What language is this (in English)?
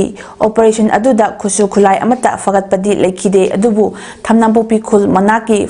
Manipuri